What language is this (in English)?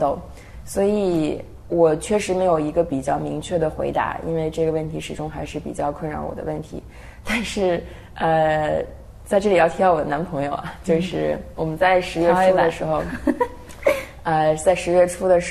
Chinese